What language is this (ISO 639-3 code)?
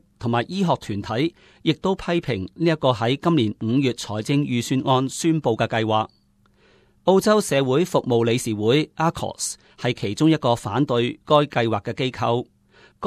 yue